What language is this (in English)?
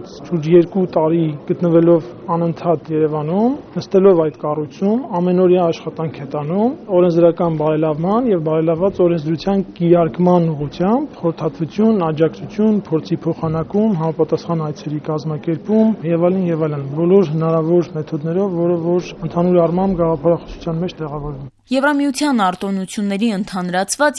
Armenian